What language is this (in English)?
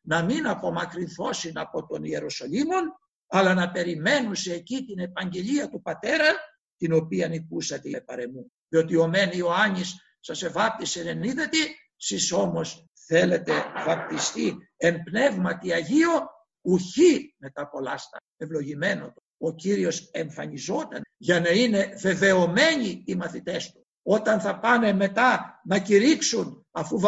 Greek